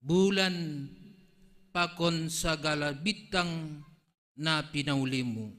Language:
Batak Simalungun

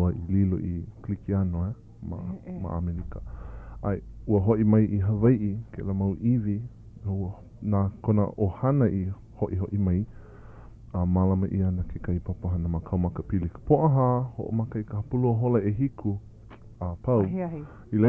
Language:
Hawaiian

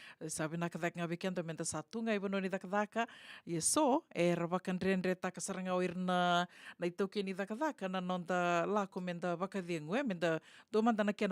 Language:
Fijian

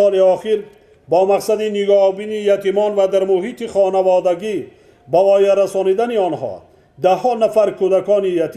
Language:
Tajik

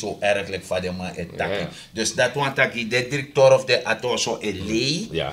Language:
Sranan Tongo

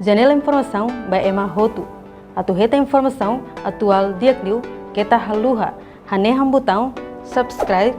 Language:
Tetum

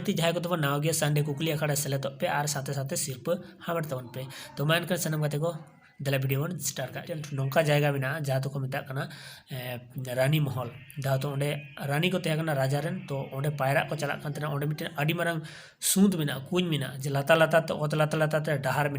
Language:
Santali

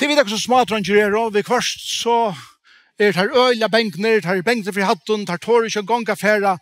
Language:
Faroese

